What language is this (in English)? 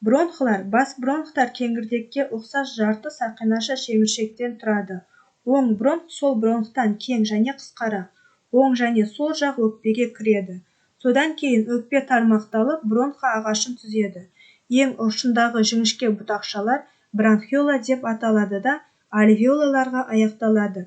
Kazakh